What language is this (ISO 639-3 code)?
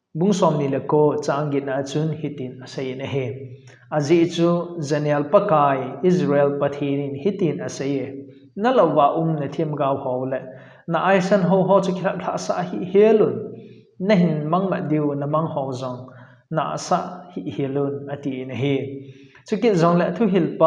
tcz